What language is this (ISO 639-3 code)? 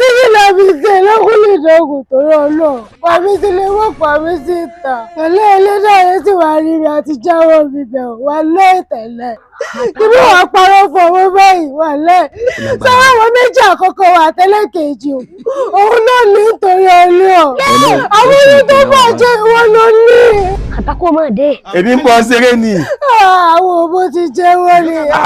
yor